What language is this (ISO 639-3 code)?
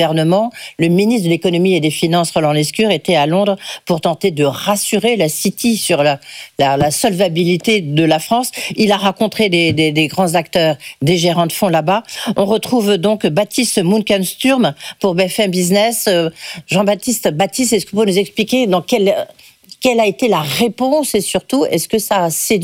fra